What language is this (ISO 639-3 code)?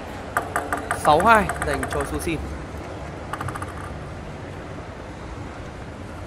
vie